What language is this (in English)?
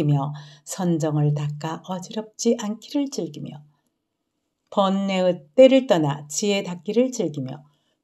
Korean